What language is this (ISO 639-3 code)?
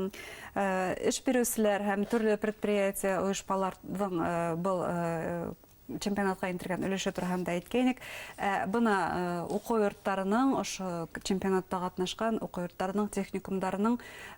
bak